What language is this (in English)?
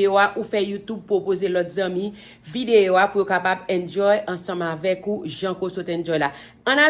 Haitian Creole